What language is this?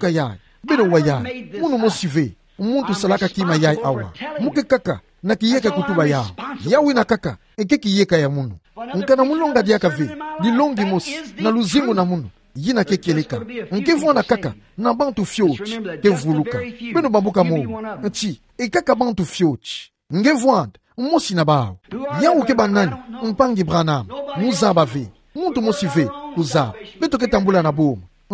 Kituba (Democratic Republic of Congo)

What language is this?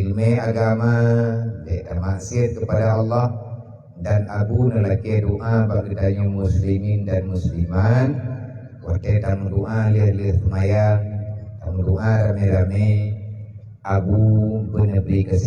Achinese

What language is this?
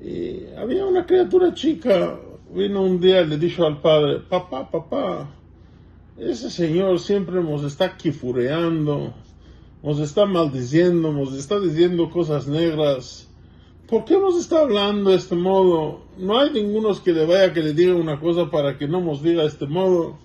Ladino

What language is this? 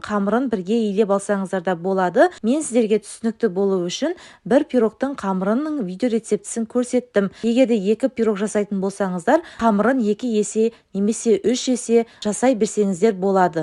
Kazakh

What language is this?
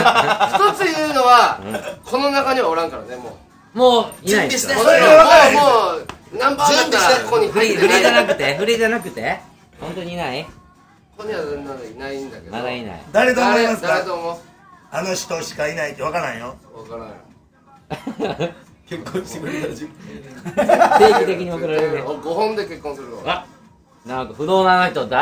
Japanese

